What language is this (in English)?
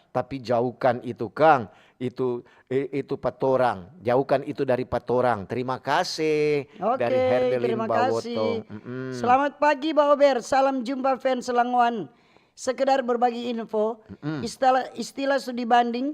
Manado Malay